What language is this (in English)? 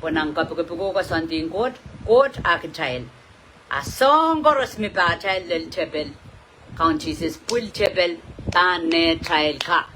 Pohnpeian